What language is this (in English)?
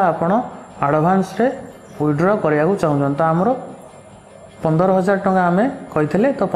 Odia